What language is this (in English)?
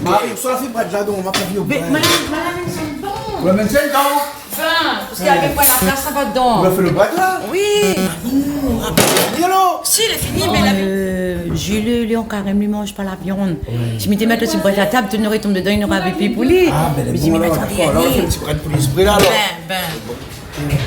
Réunion Creole French